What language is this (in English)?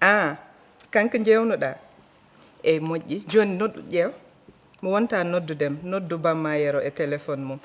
Fula